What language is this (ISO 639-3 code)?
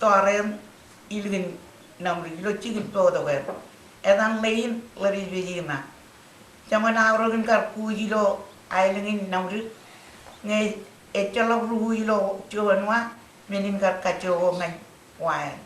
mah